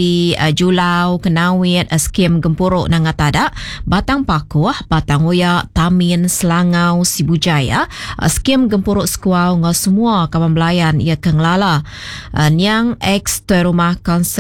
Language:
Iban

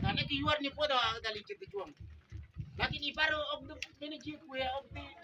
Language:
Mabaan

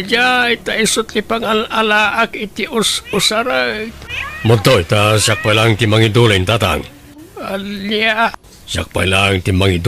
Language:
Iloko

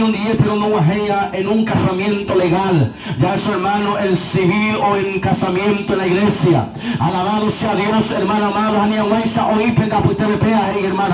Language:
Guarani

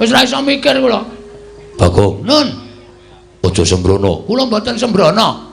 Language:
Javanese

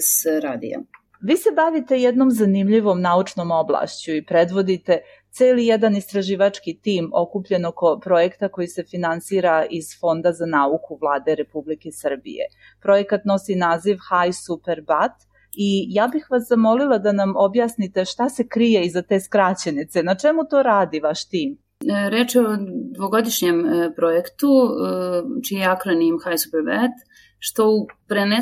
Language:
Serbian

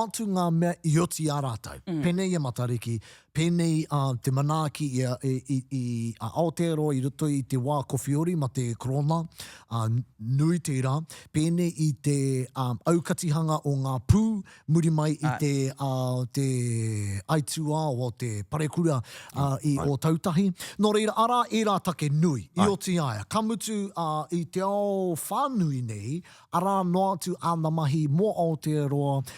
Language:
Māori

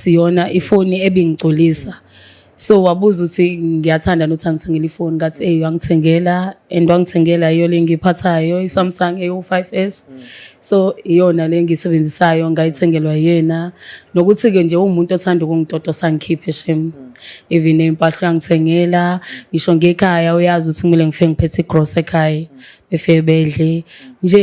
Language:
Zulu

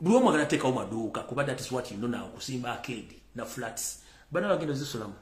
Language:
Ganda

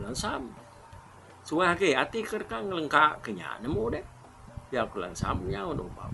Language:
Iban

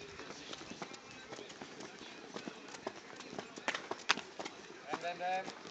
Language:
Czech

